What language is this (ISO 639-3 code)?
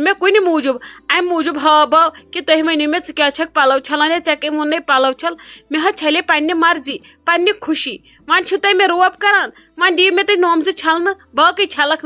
kas